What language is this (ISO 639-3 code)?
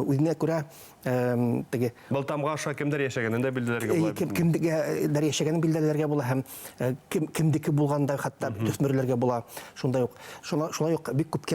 bak